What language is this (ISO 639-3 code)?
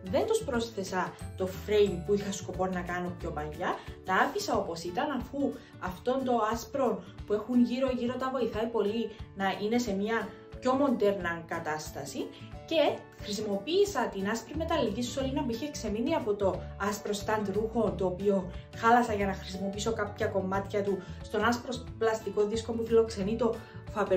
ell